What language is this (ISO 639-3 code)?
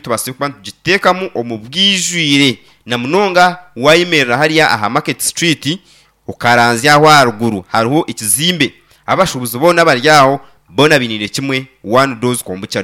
nyn